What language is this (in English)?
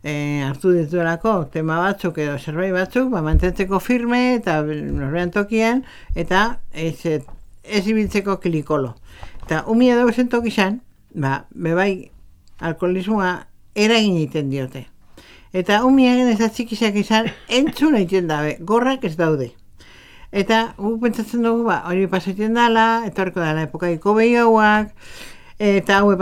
Basque